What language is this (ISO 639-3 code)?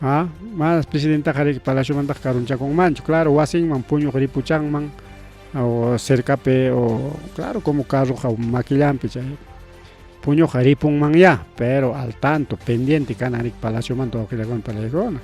quy